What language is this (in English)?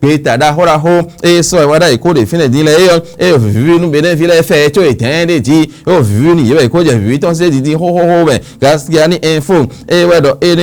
Fon